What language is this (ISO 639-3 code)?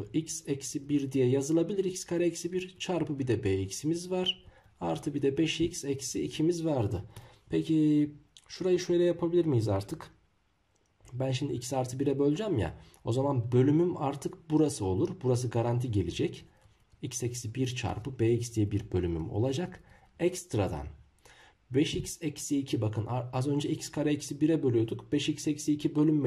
tur